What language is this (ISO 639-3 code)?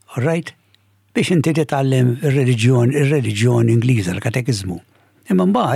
mlt